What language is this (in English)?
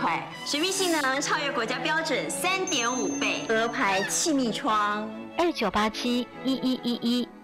Chinese